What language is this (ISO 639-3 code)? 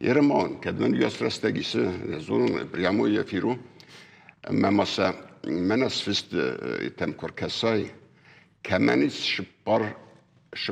oss